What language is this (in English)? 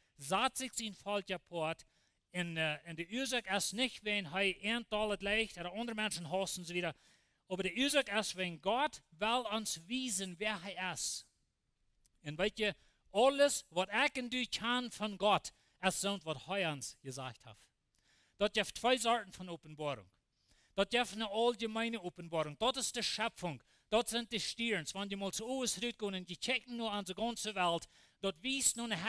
Plautdietsch